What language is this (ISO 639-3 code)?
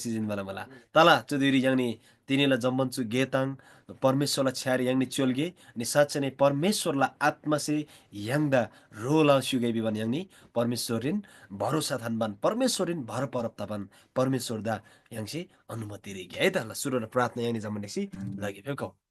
taj